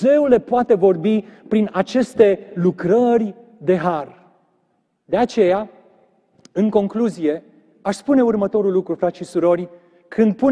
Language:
Romanian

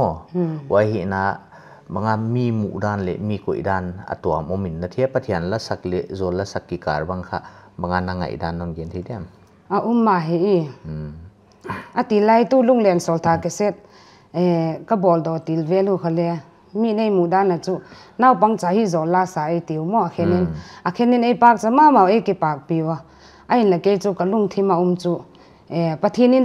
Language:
Paite Chin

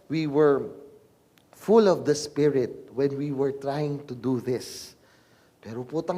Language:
Pampanga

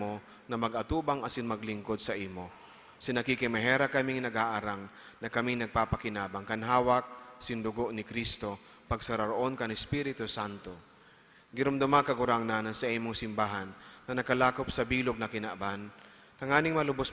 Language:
Bikol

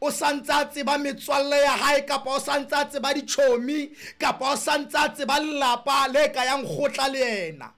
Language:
Southern Sotho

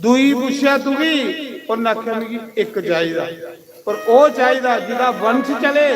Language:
Dogri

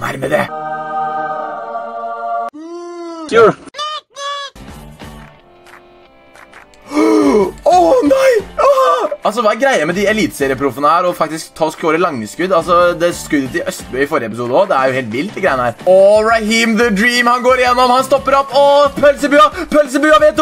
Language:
Norwegian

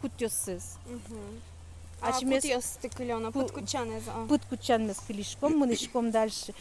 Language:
Udmurt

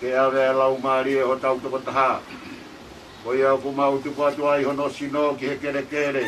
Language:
Tongan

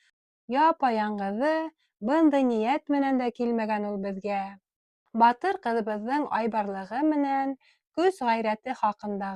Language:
Bashkir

